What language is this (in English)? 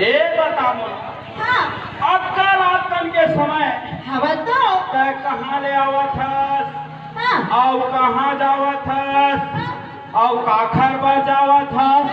Chhattisgarhi